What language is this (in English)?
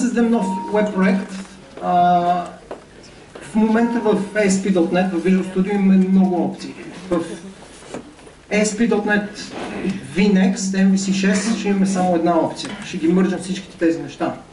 Bulgarian